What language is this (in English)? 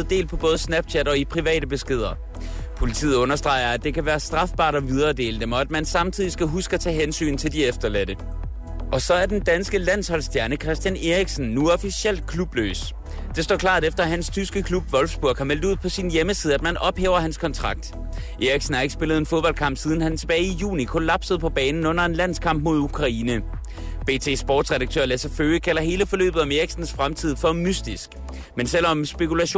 Danish